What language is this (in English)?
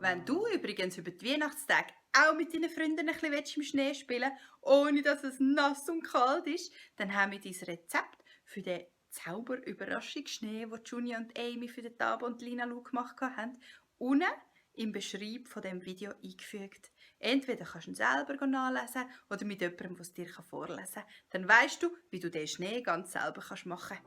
Swiss German